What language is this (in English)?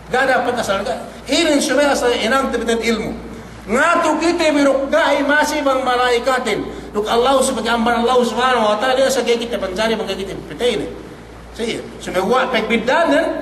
Yakan